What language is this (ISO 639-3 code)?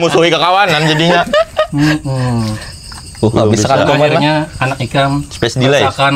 bjn